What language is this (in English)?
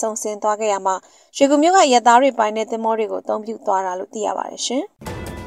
Burmese